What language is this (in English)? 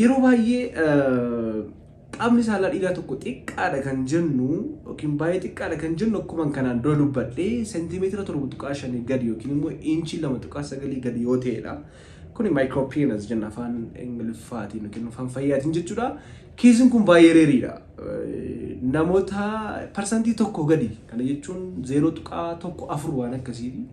Oromo